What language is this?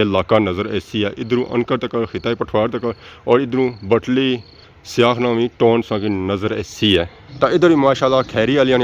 Pahari-Potwari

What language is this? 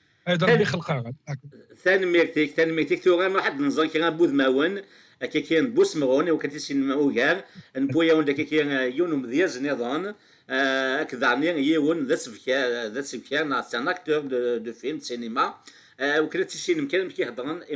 Kabyle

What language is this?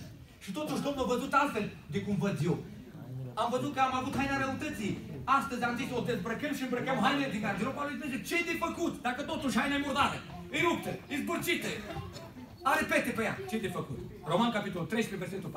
Romanian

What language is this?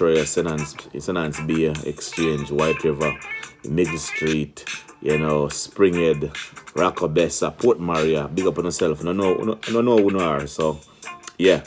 Jamaican Creole English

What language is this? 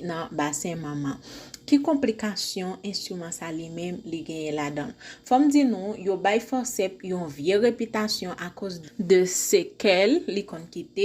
Haitian Creole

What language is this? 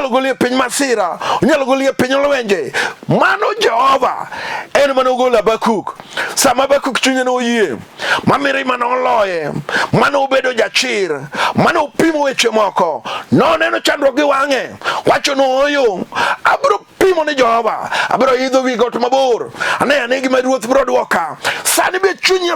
Luo (Kenya and Tanzania)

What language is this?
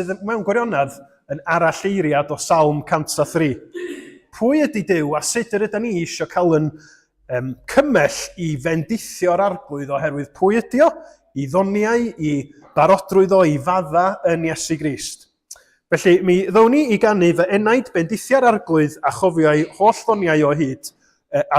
Welsh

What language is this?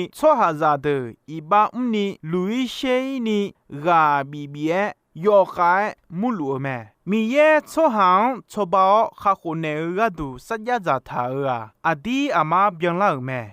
Akha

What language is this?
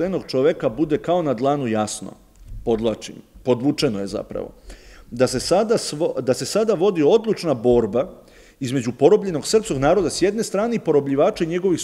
Serbian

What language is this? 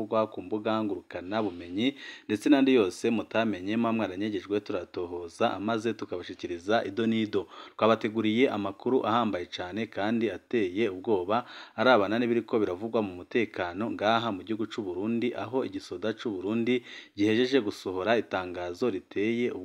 Rundi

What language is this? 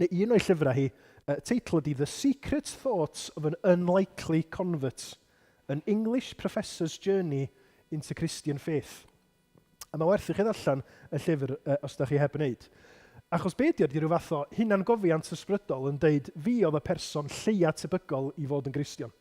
Welsh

